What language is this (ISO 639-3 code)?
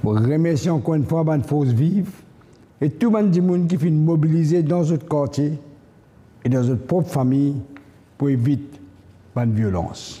mfe